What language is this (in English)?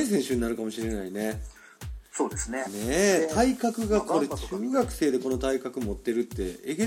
Japanese